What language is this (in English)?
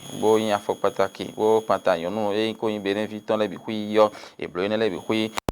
Fon